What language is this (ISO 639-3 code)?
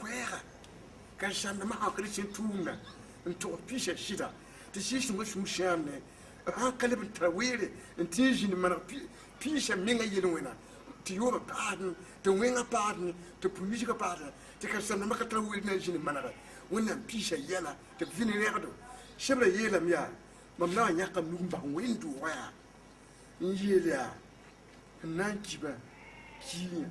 mos